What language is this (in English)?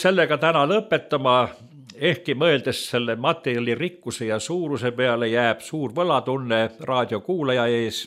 Estonian